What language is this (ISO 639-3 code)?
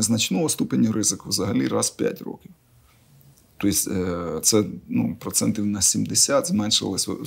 ukr